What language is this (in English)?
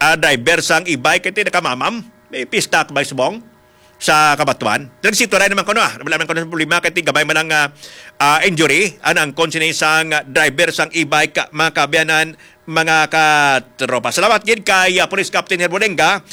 Hiligaynon